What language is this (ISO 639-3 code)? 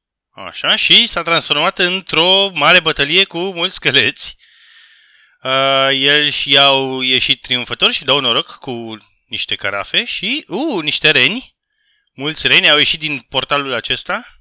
ron